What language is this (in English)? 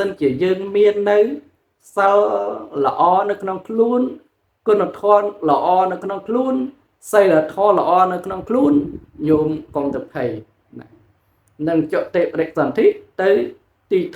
Khmer